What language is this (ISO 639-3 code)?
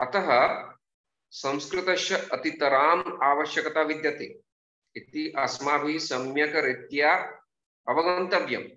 san